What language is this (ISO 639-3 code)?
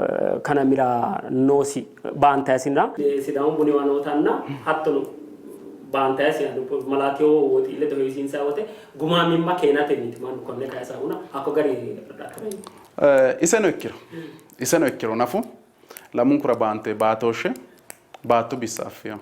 sid